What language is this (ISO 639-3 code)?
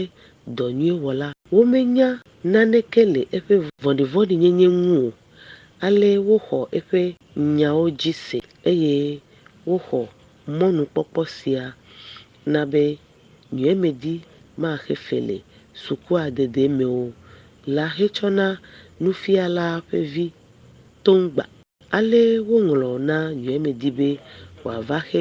ewe